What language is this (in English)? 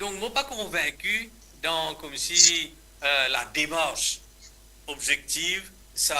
Morisyen